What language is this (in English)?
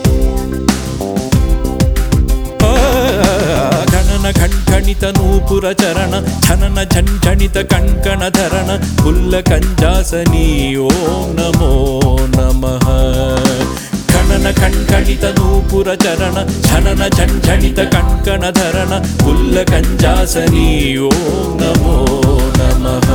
Telugu